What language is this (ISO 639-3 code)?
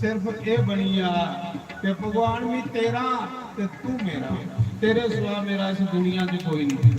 doi